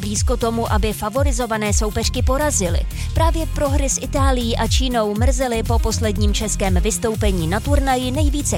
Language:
Czech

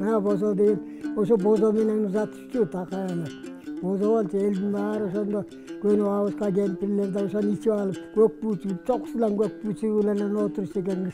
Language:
Kyrgyz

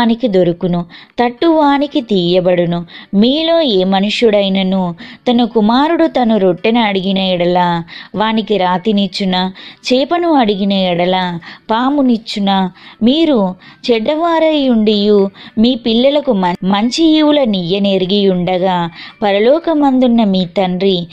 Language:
Telugu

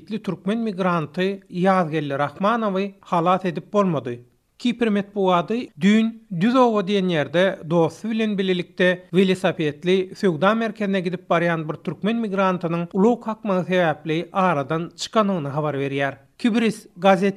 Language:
Turkmen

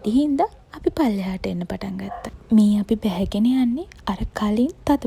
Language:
Sinhala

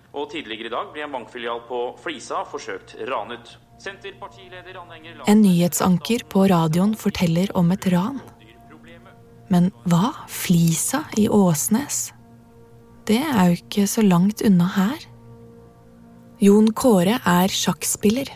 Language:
Norwegian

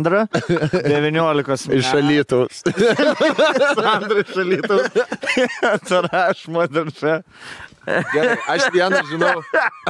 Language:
Lithuanian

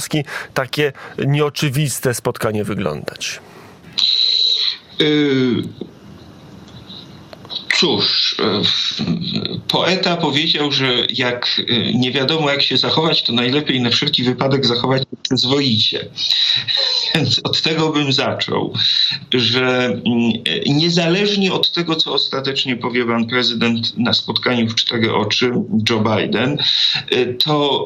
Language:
Polish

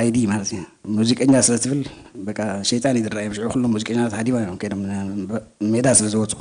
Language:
Tigrinya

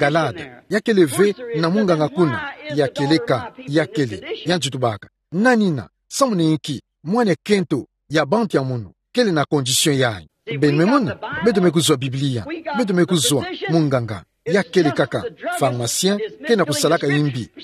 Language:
Kituba (Democratic Republic of Congo)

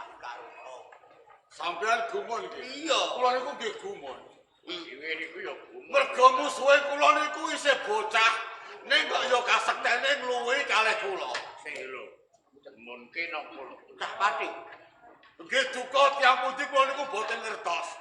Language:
Javanese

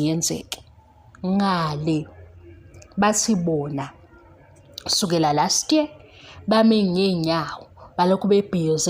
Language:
Zulu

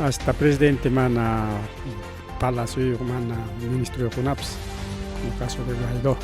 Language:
Ayacucho Quechua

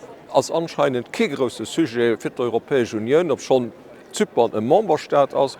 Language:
Luxembourgish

